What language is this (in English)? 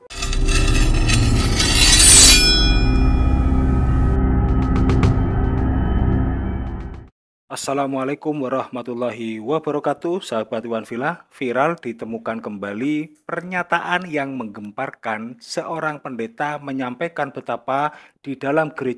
Indonesian